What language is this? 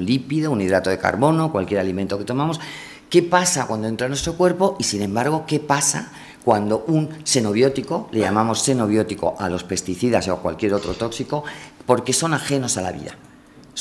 Spanish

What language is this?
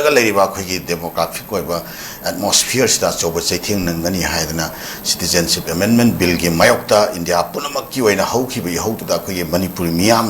Manipuri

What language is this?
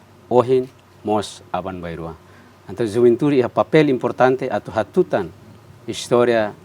Tetum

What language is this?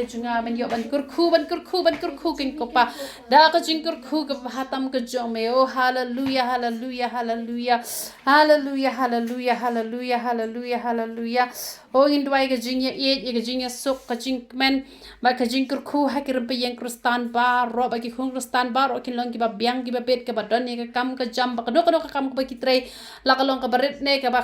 Khasi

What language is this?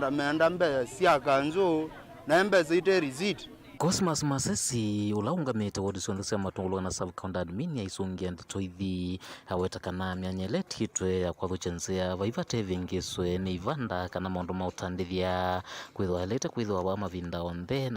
Kamba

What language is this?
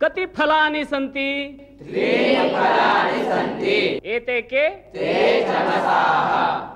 Sanskrit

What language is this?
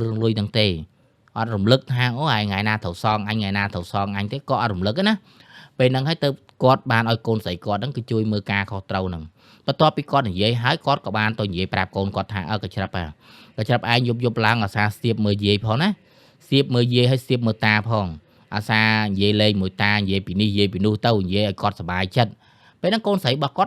Khmer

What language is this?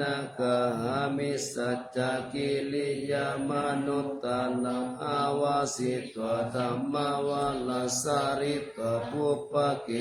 Pali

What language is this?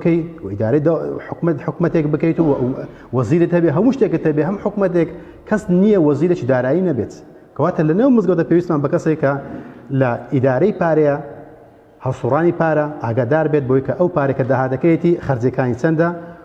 Central Kurdish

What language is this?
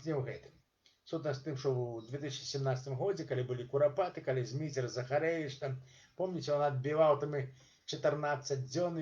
Belarusian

